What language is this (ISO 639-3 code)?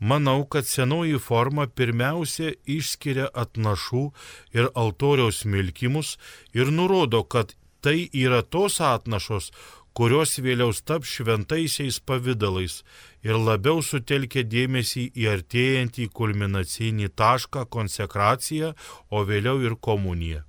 lit